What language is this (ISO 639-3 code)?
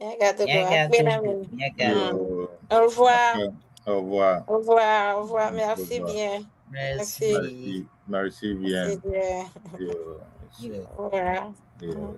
ewe